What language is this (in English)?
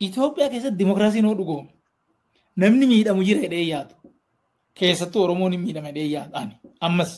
Oromo